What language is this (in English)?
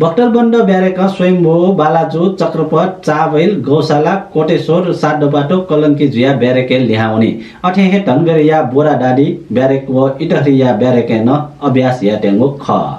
Newari